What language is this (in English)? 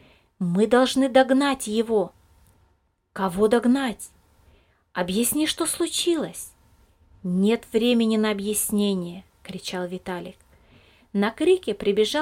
Russian